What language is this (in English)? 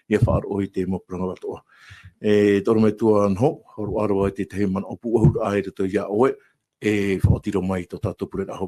Tahitian